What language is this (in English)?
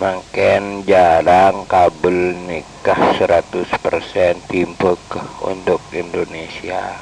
Madurese